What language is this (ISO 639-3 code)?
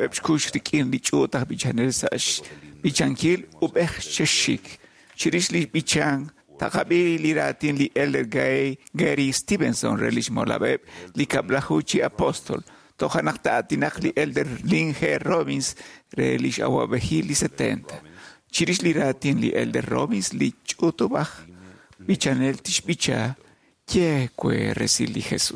kek